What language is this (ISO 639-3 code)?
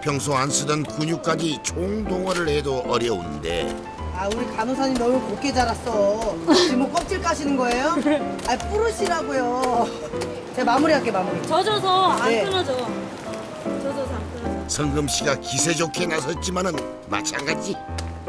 kor